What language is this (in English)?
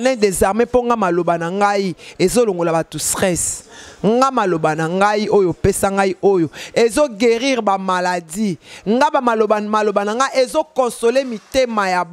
Lingala